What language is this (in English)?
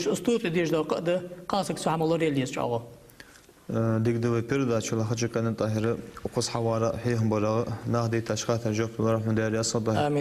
Ingush